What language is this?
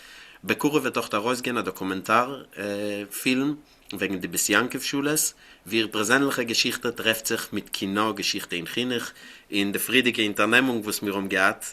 Yiddish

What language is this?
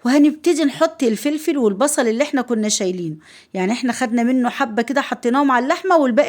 Egyptian Arabic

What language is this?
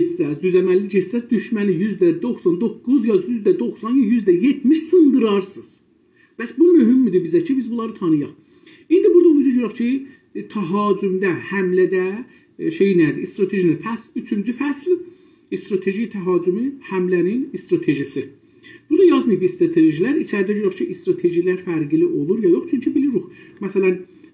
South Azerbaijani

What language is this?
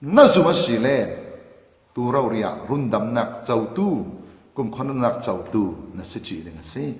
Falam Chin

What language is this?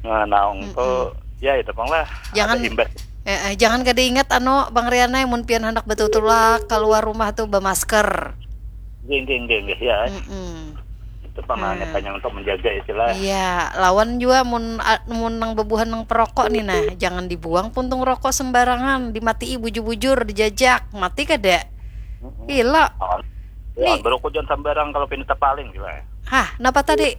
Banjar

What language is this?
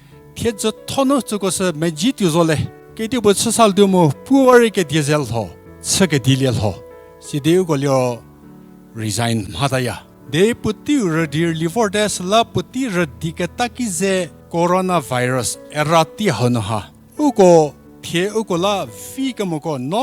Angami Naga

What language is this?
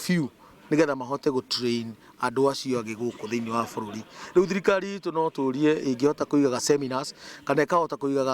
Meru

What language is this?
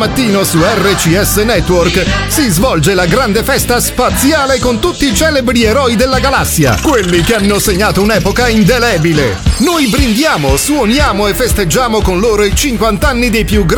Italian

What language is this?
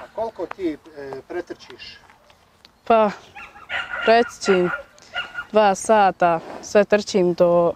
Bosnian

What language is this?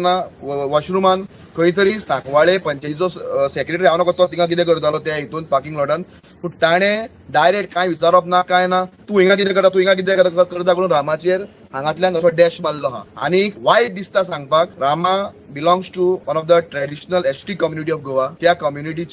Konkani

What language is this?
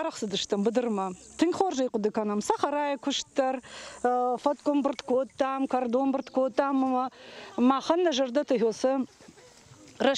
Ossetic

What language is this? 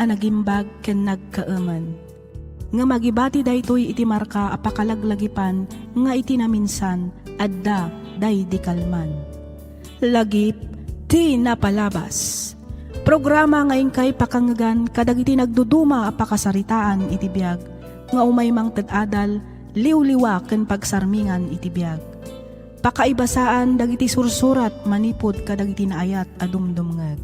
Iloko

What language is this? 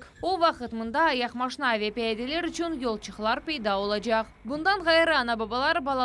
Crimean Tatar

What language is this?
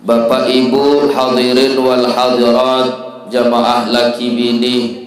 Sasak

